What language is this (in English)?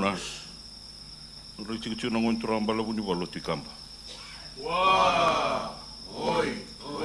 Fijian